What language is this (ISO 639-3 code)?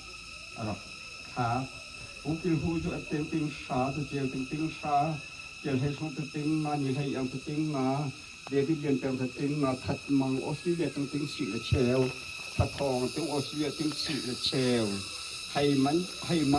cnh